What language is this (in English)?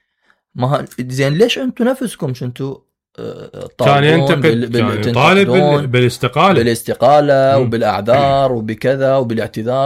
Mesopotamian Arabic